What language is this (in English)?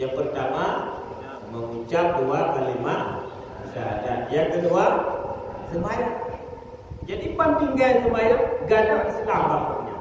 Achinese